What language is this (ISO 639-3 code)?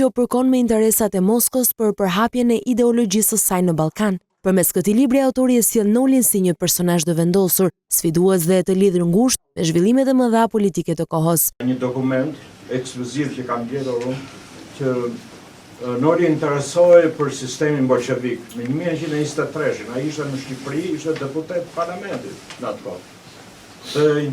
sqi